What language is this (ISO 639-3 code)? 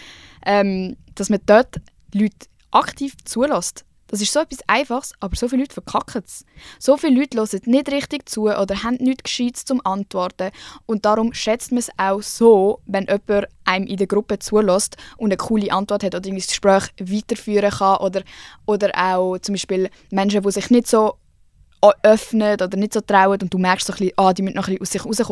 gsw